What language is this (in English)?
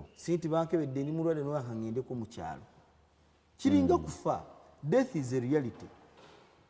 Ganda